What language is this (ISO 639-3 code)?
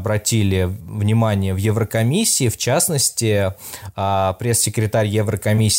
rus